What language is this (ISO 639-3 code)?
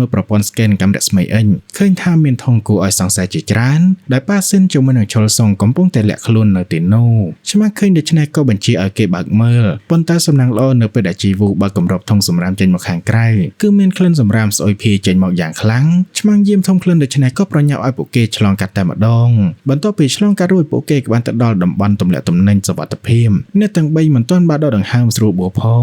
khm